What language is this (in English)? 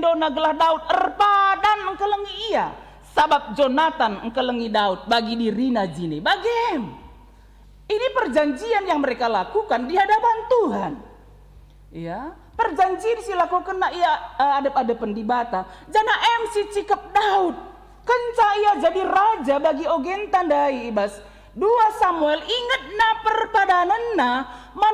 Batak Karo